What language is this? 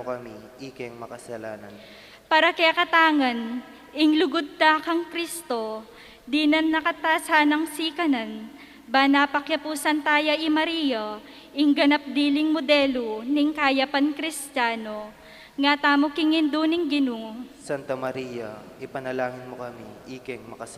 Pampanga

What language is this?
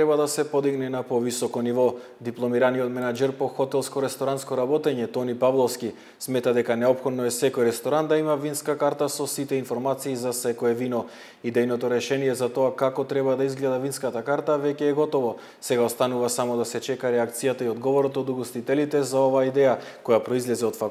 Macedonian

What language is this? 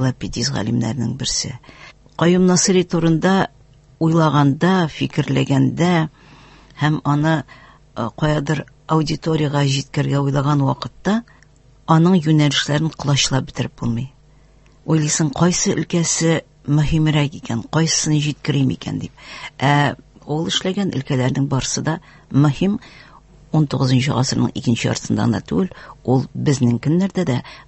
Tatar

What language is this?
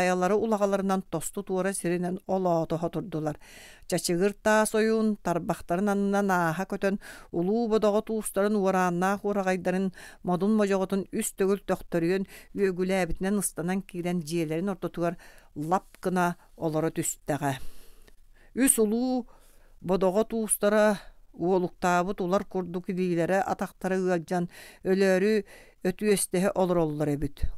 Yakut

